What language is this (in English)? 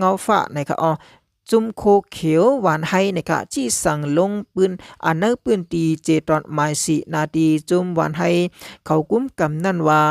Shan